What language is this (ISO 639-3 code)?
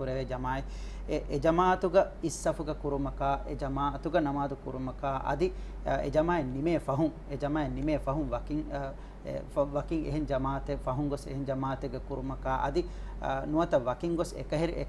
div